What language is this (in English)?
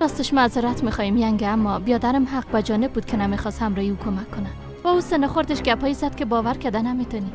Persian